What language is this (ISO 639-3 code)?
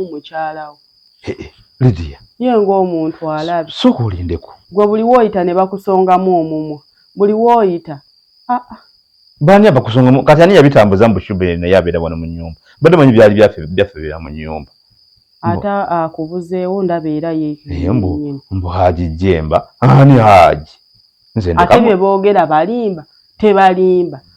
lug